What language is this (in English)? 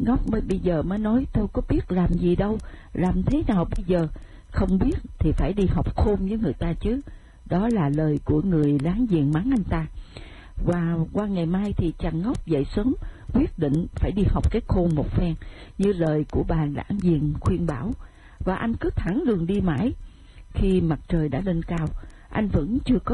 Vietnamese